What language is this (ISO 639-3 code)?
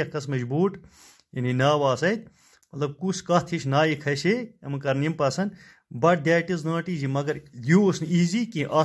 kas